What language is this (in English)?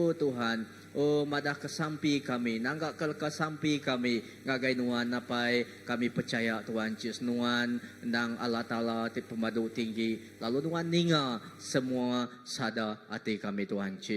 Iban